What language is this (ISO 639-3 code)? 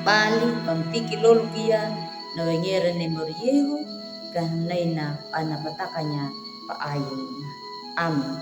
akg